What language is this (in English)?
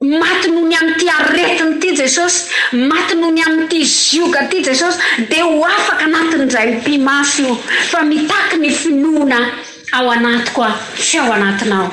Malagasy